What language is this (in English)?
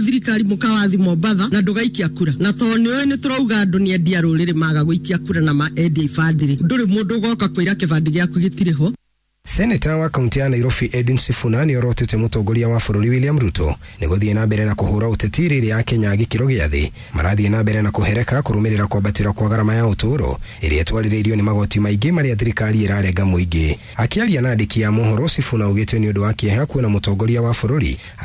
Kikuyu